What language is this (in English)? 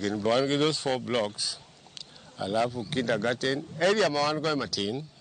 Luo (Kenya and Tanzania)